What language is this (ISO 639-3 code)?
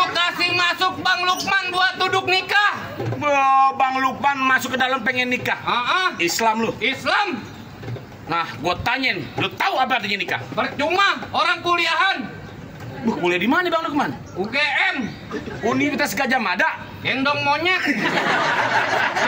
bew